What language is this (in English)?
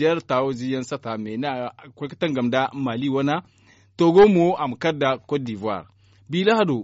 Zarma